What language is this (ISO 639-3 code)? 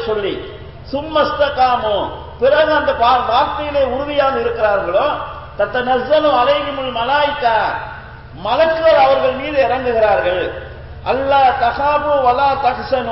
tam